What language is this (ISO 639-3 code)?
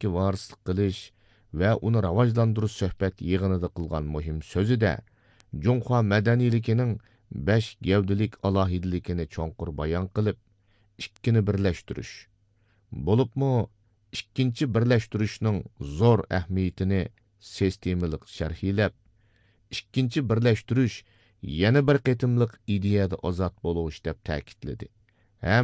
uig